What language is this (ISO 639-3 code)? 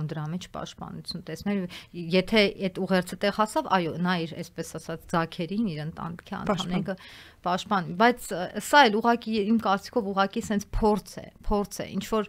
hye